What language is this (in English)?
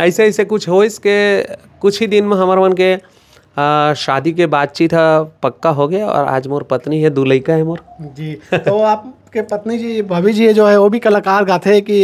Chhattisgarhi